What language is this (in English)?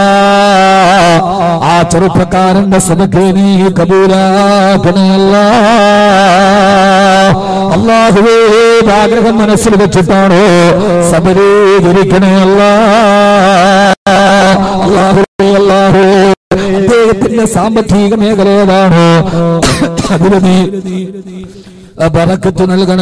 Malayalam